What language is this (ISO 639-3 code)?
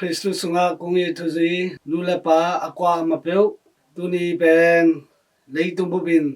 ctd